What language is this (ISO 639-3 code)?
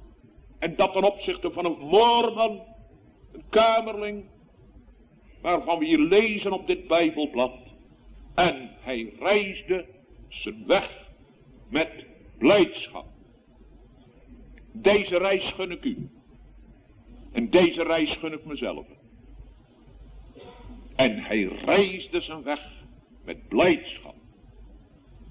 nld